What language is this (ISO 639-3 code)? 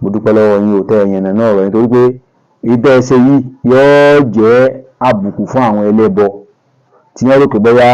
yor